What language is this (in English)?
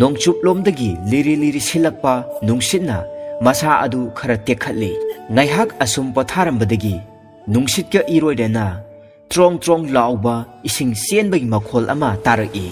Manipuri